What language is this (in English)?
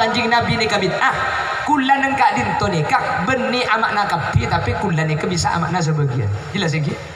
Madurese